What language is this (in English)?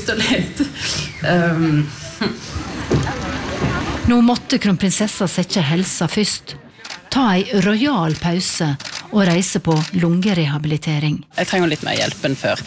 Norwegian